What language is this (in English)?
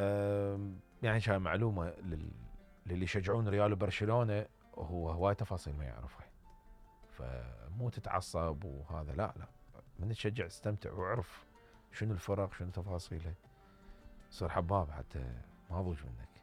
Mesopotamian Arabic